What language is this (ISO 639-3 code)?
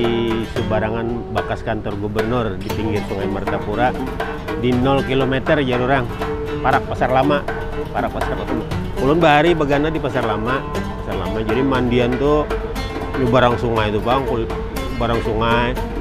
bjn